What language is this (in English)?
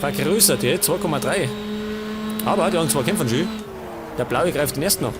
Bavarian